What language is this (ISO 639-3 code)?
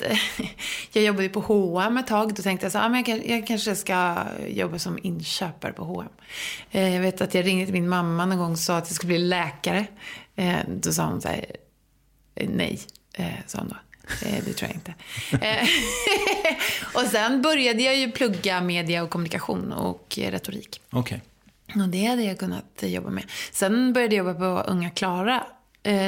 swe